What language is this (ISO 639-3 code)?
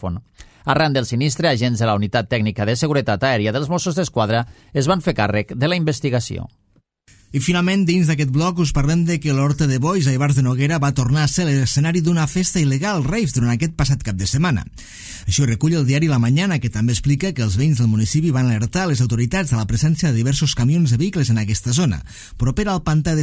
cat